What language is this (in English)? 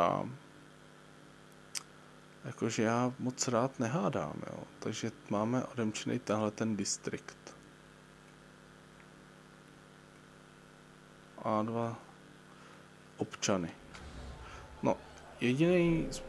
Czech